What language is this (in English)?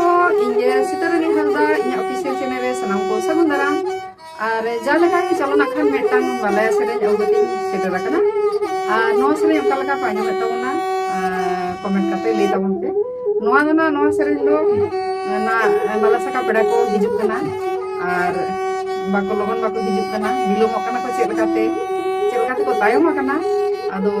Santali